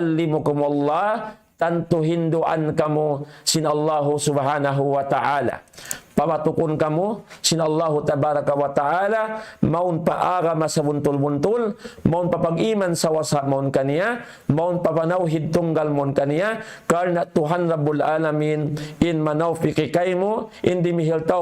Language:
Tausug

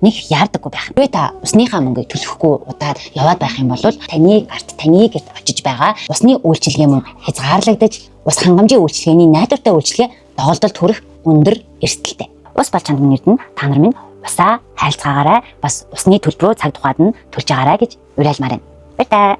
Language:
Mongolian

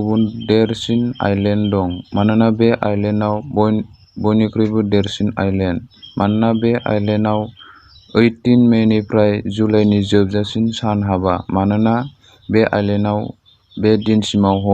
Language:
Bodo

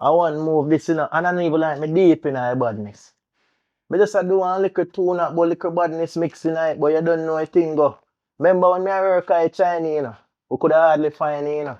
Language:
Jamaican Creole English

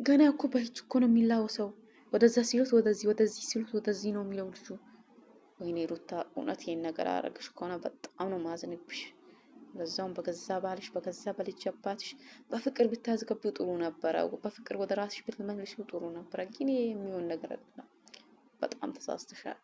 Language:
Amharic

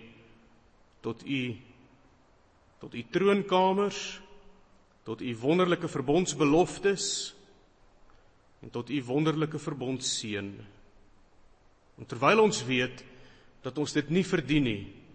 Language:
Afrikaans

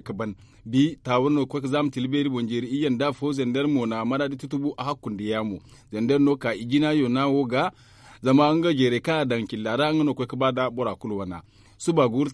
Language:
Zarma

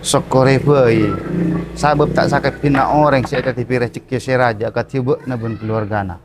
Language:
Madurese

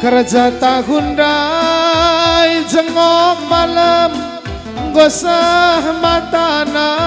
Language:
Batak Karo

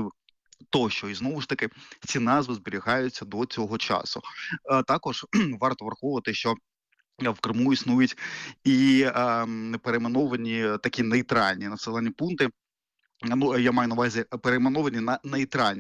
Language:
Ukrainian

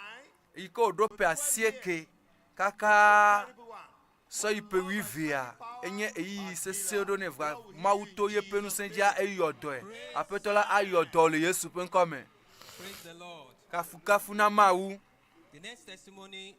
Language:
Ewe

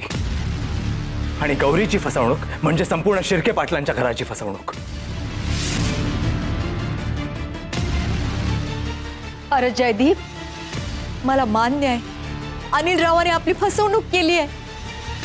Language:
Marathi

